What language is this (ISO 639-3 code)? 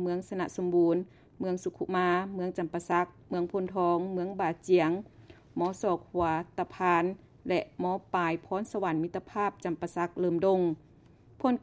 lao